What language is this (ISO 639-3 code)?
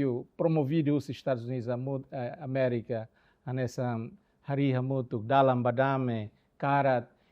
tet